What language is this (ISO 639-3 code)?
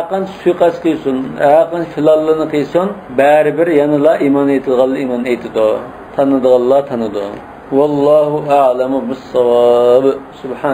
uig